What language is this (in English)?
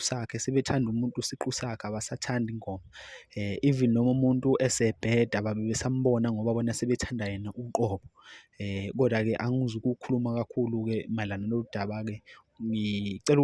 Zulu